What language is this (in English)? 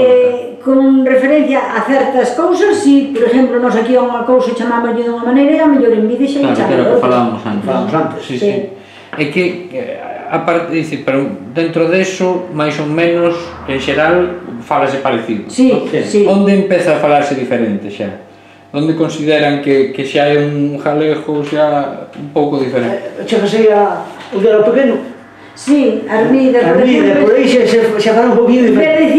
Galician